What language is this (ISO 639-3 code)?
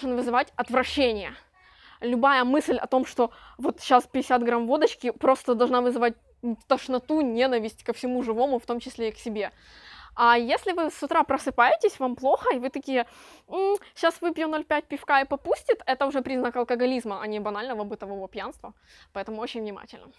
rus